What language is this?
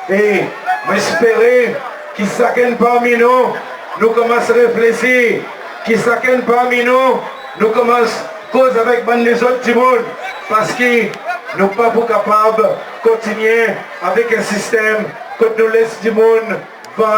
Seselwa Creole French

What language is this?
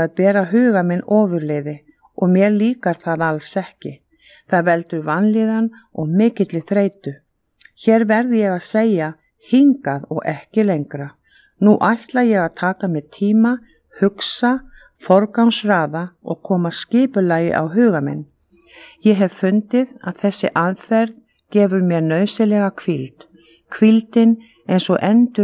Icelandic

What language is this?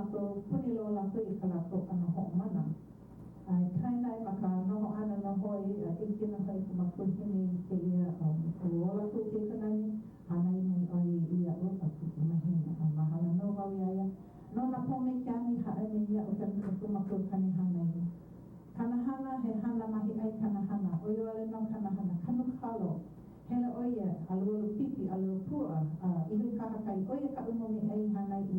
Hawaiian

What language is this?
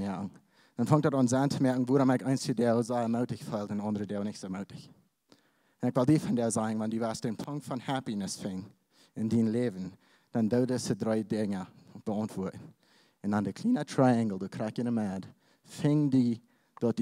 Plautdietsch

